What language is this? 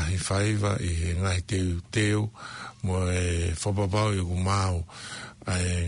Tongan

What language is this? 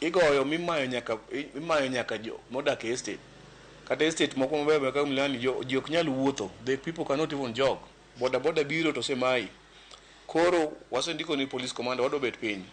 Luo (Kenya and Tanzania)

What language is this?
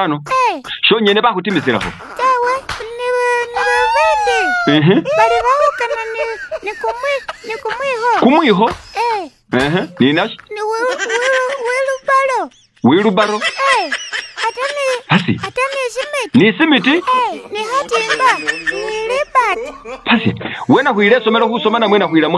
Masaaba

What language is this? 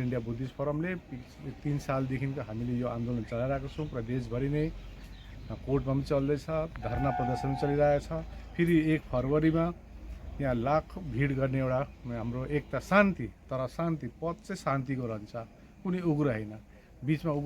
Nepali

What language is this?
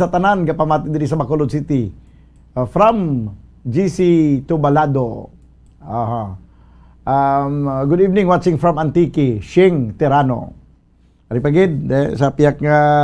Hiligaynon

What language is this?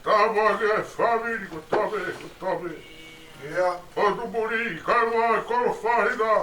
Tongan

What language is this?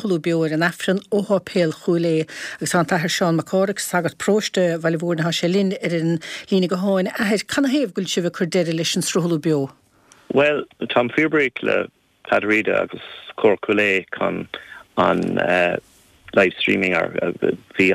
Irish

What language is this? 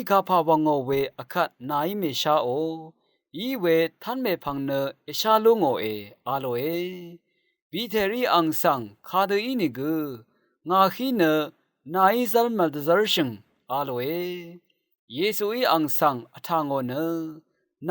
Rawang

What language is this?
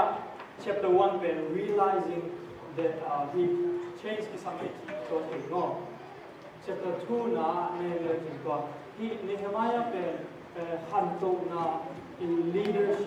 Tedim Chin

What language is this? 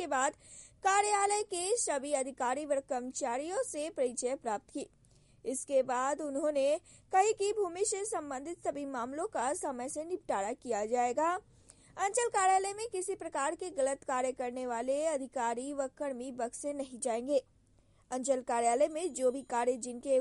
Hindi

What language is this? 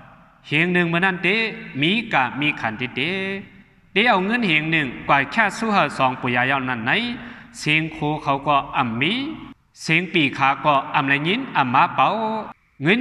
Shan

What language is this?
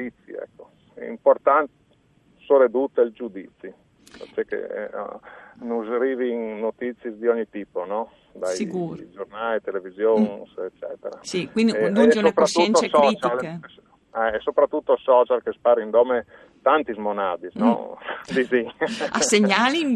Friulian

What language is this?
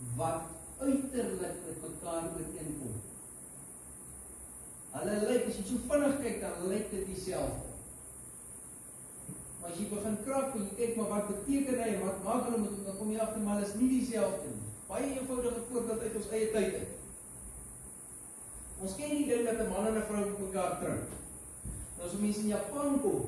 Afrikaans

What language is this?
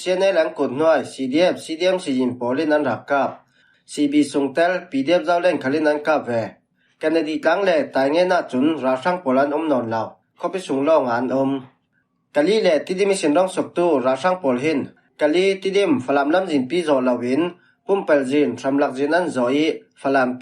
Falam Chin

